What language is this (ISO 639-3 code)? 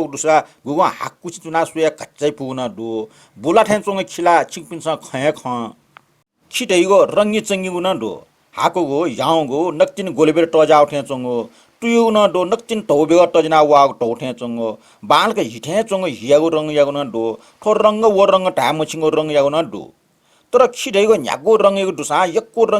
new